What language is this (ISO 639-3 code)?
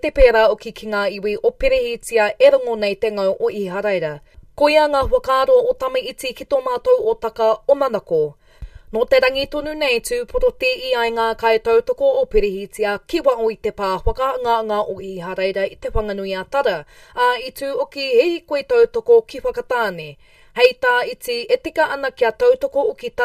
mri